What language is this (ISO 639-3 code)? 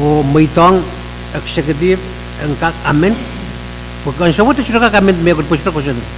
pon